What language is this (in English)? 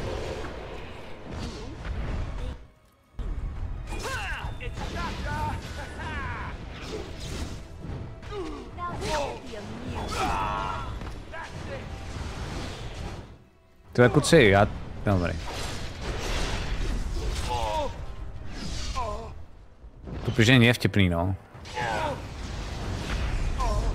Czech